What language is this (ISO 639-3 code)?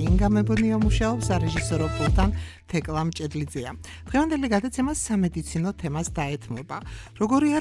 kat